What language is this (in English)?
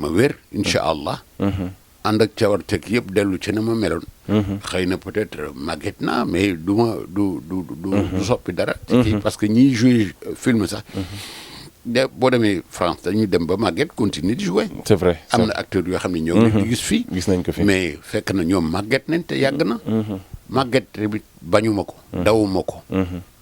Wolof